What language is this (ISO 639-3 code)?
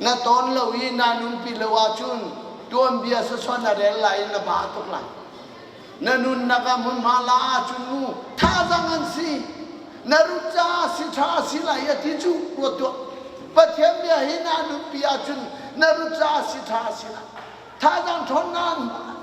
cnh